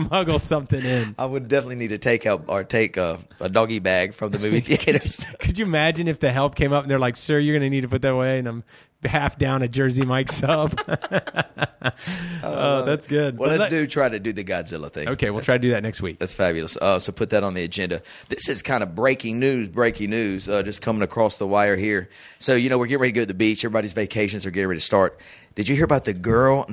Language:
English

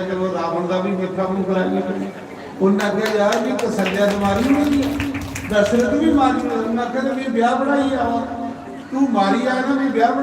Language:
Dogri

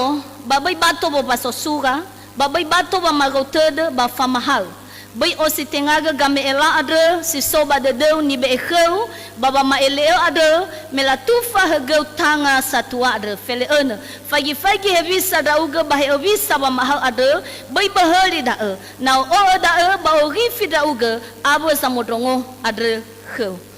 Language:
Nias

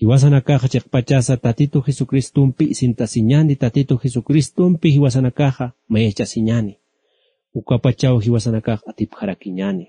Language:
Aymara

